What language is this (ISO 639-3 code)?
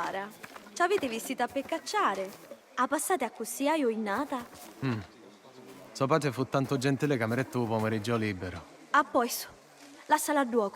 scn